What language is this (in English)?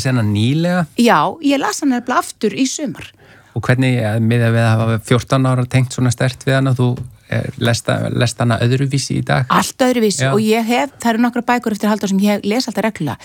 Icelandic